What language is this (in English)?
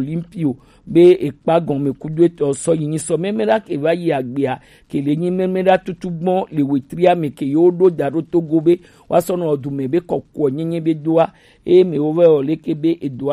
Gen